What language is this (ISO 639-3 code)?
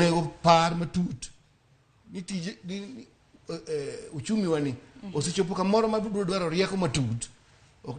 luo